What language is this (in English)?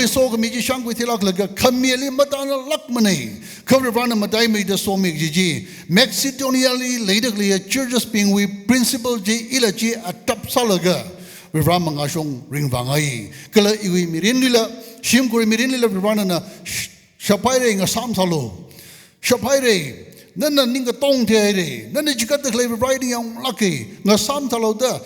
Tangkhul Naga (India)